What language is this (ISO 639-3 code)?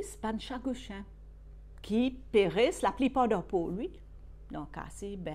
mfe